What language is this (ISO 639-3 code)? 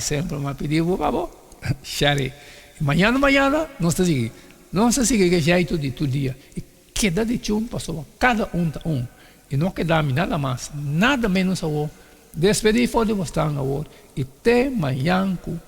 pap